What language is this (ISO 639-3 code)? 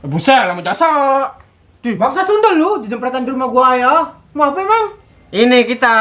bew